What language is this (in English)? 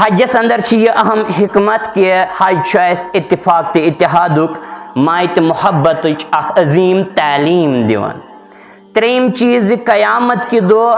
Kashmiri